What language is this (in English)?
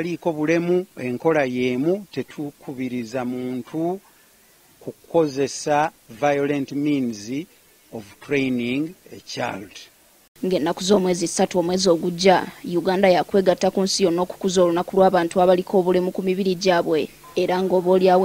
Ganda